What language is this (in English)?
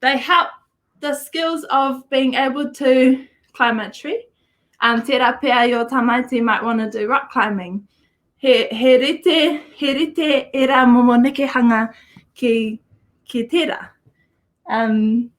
Māori